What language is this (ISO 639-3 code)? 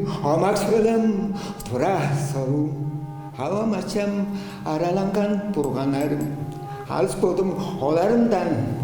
tyv